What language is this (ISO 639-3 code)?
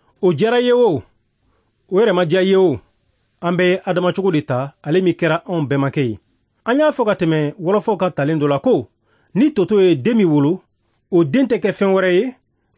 bam